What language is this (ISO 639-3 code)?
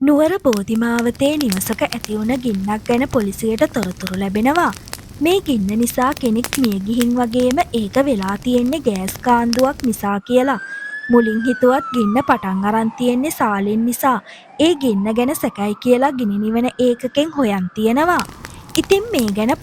sin